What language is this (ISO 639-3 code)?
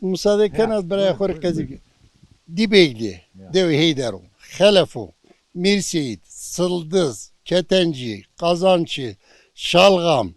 zza